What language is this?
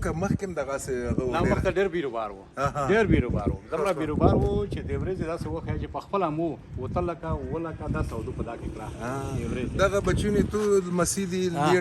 Pashto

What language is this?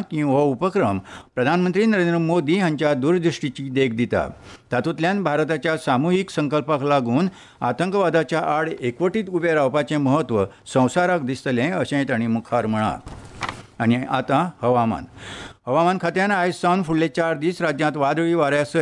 Konkani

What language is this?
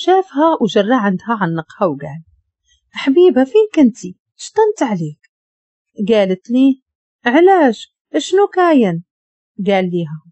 Moroccan Arabic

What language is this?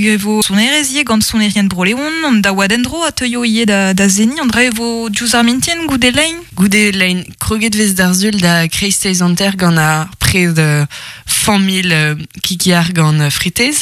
Breton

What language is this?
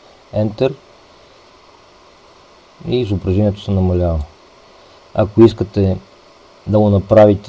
Bulgarian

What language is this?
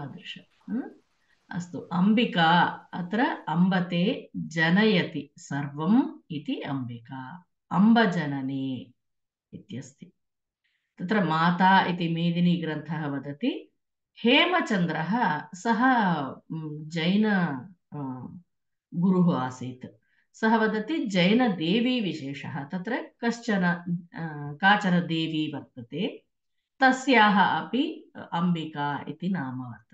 Sanskrit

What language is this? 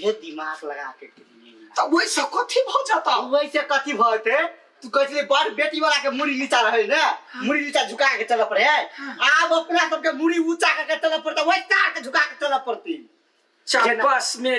Maithili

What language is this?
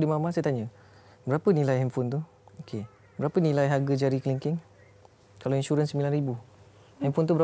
Malay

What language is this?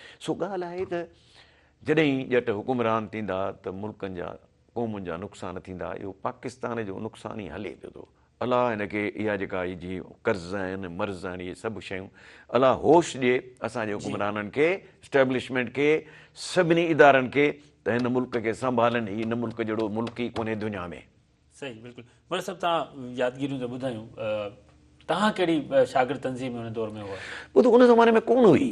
Sindhi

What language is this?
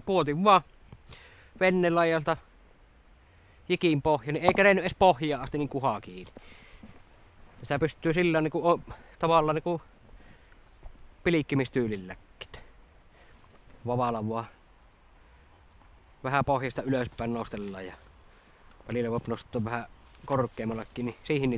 Finnish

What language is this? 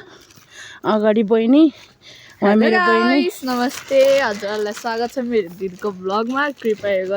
Nepali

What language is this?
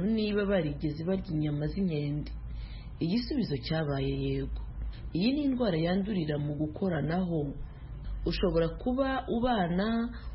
Kinyarwanda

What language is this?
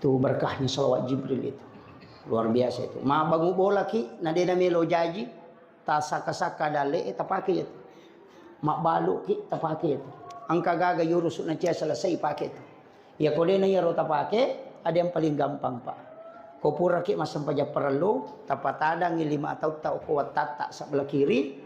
Buginese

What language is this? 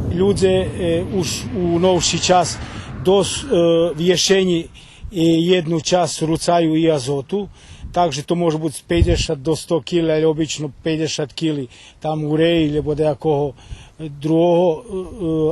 Rusyn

